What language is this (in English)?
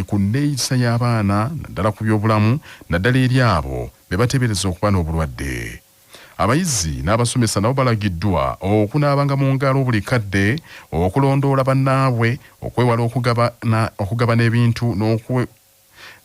Ganda